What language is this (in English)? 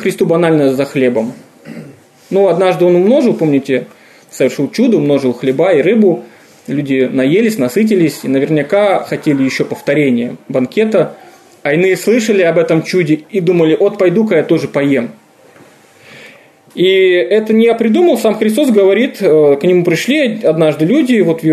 Russian